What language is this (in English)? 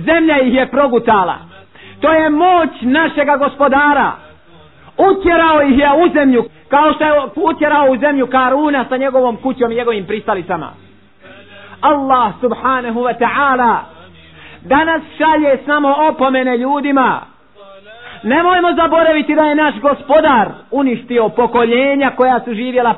Bosnian